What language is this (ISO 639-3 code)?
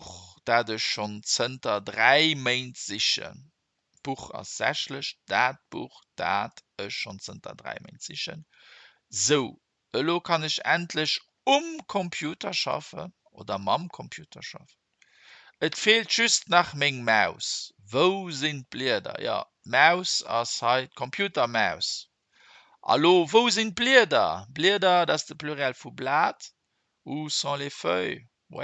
ltz